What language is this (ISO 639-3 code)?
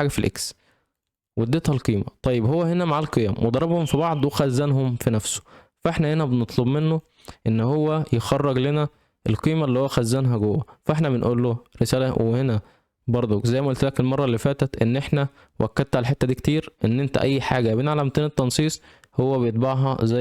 arz